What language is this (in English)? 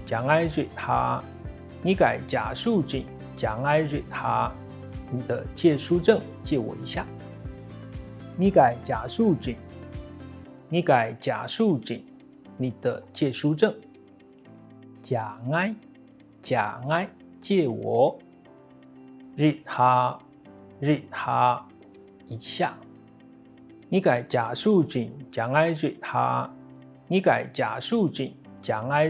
Hakka Chinese